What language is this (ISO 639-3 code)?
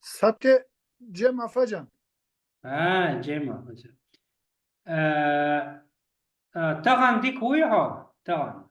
che